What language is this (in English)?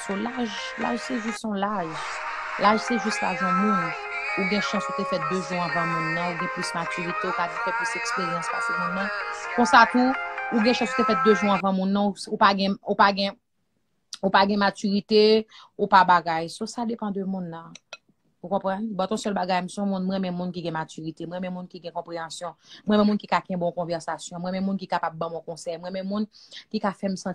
Haitian Creole